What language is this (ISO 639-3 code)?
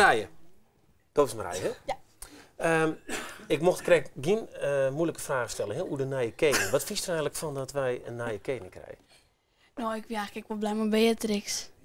fry